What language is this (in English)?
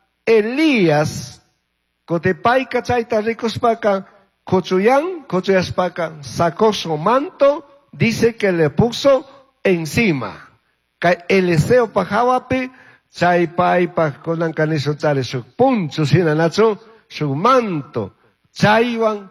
Chimborazo Highland Quichua